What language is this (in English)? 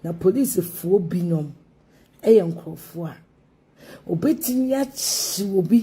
Akan